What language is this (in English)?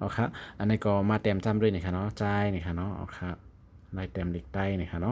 Shan